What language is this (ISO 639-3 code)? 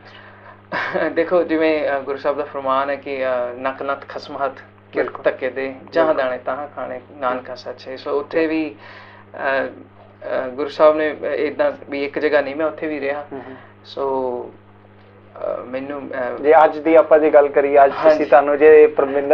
pan